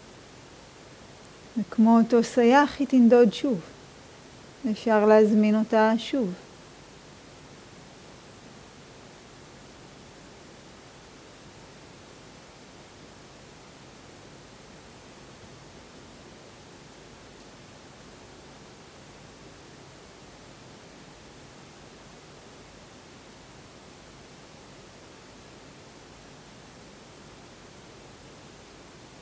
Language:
Hebrew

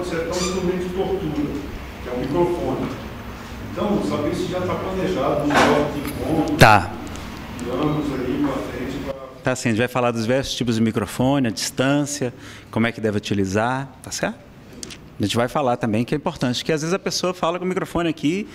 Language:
Portuguese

